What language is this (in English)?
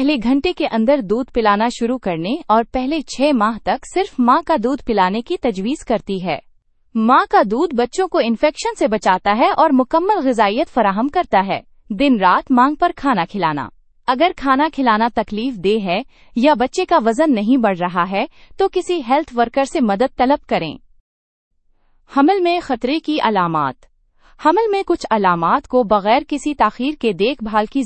Urdu